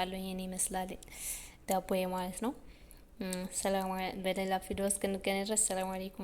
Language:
Amharic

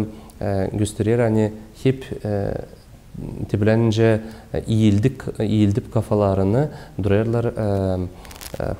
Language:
Gagauz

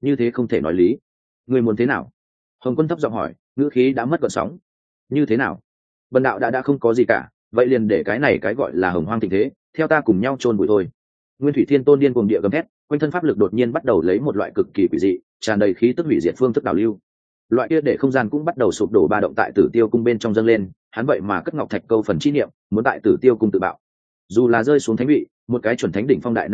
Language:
Vietnamese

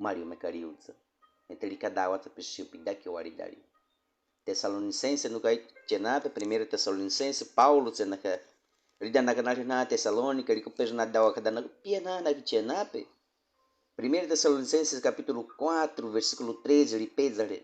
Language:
Baniwa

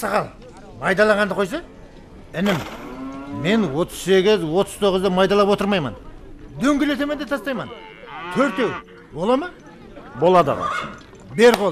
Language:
Kara-Kalpak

